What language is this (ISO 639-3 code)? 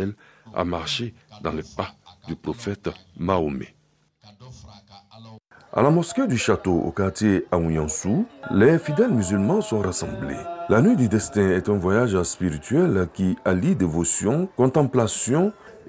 fra